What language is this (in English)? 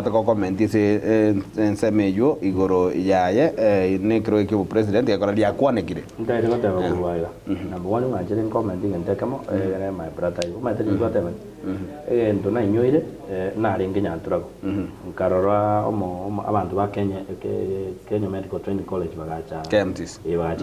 Gusii